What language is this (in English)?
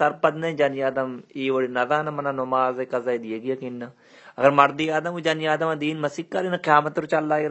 Baluchi